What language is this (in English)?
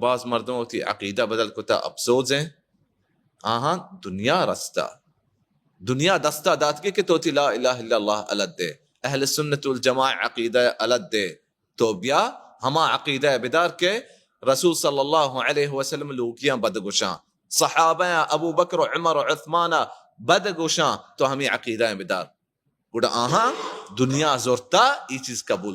Baluchi